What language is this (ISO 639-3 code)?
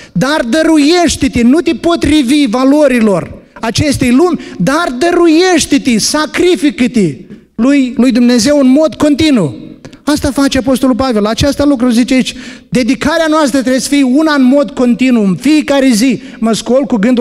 ron